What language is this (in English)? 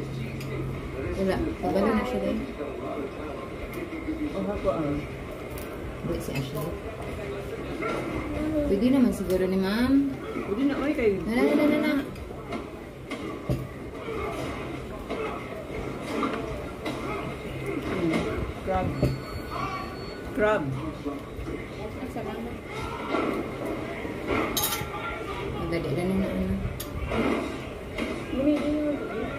Filipino